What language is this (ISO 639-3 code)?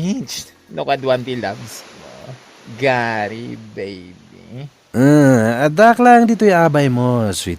ilo